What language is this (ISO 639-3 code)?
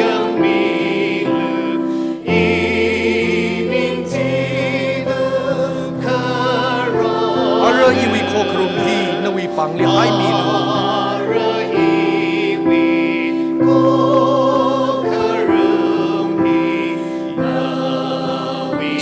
nmf